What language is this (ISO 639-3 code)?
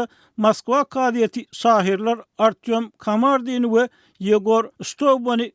tuk